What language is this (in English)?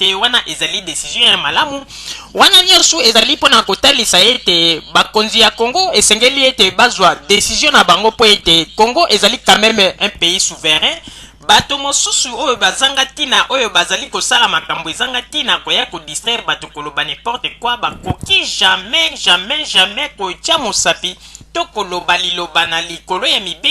Lingala